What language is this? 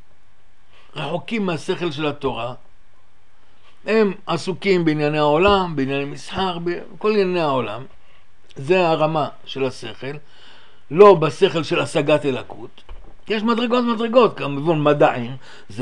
Hebrew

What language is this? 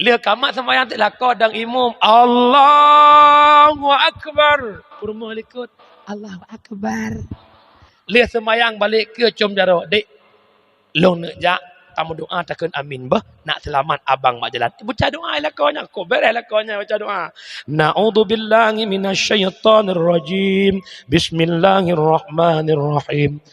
Achinese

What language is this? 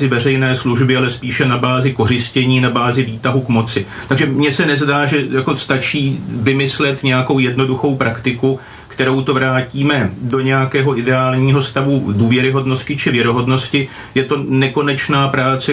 Czech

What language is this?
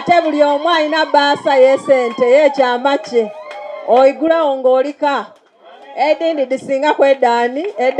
Soga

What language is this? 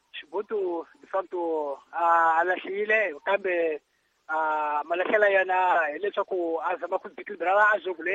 Tsonga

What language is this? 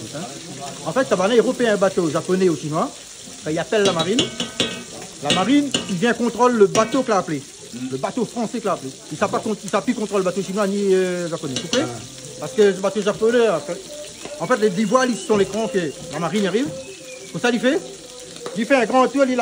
Réunion Creole French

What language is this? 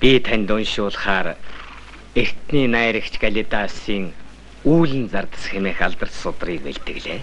Mongolian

